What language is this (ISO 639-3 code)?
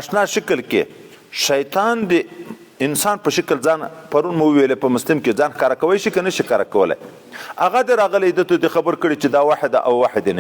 pus